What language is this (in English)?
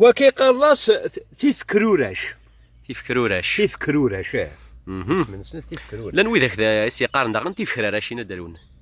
Kabyle